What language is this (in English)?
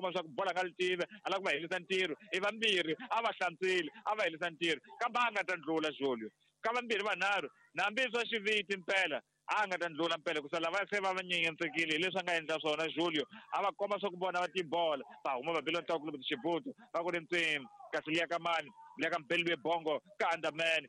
Tsonga